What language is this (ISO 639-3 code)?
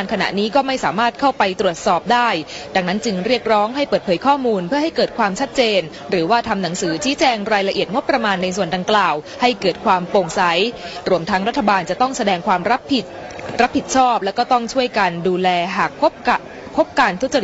tha